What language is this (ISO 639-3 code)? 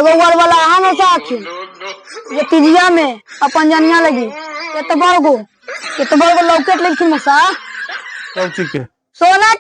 mag